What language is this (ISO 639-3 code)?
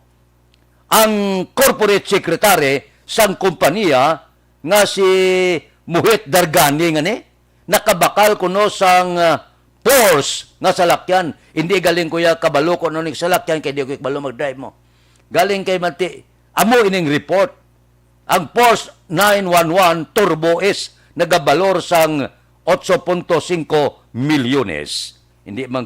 hil